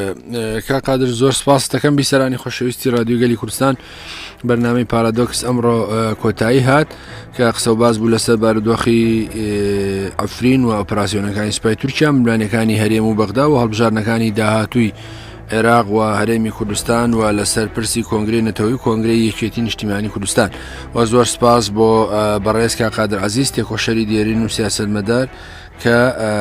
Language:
Central Kurdish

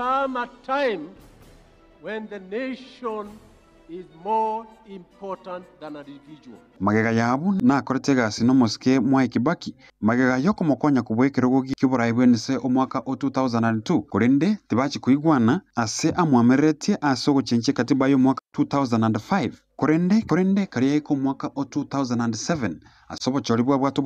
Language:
Gusii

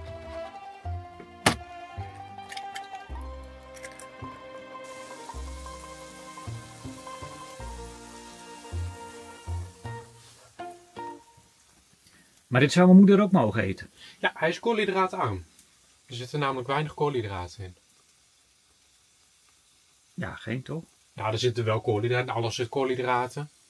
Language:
Dutch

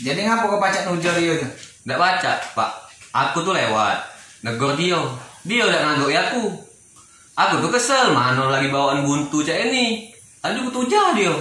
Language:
Musi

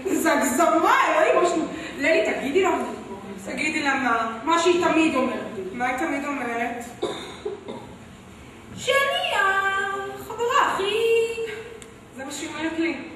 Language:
Hebrew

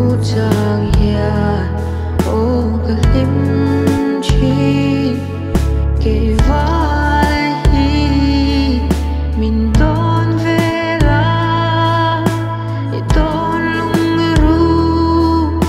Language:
Vietnamese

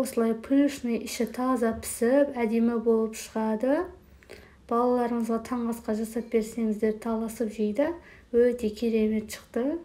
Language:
Kazakh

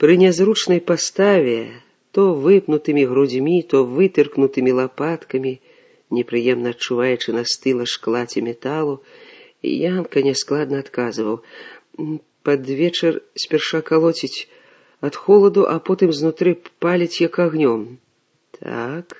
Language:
Belarusian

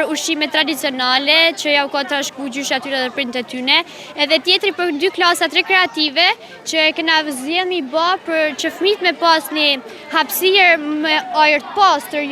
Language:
Albanian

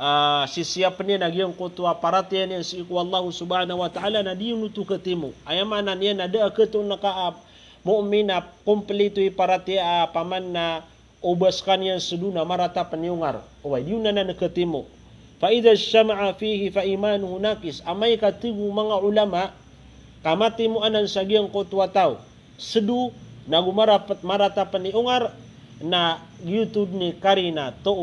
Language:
Maranao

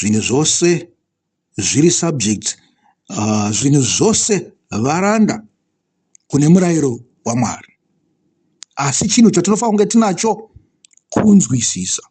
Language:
Shona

